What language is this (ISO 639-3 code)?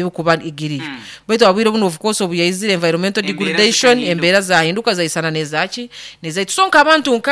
nyo